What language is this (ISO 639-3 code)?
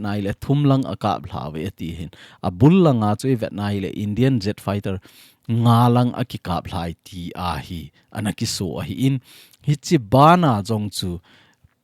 tcz